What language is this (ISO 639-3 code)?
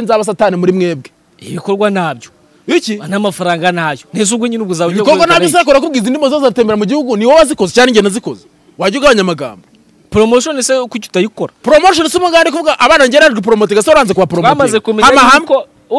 kin